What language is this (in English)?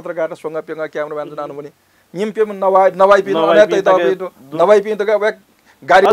Newari